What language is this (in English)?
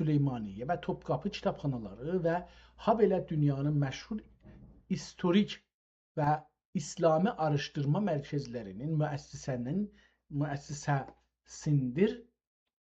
South Azerbaijani